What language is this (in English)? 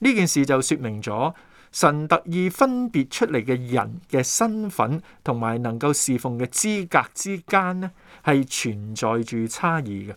Cantonese